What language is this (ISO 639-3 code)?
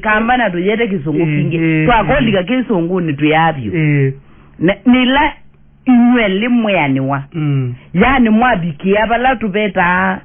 kam